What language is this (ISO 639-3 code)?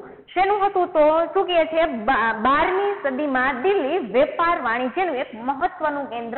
guj